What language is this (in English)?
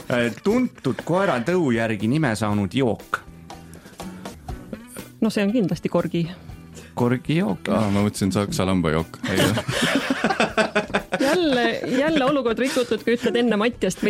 Estonian